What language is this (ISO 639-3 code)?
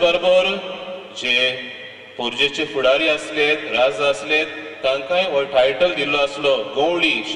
kok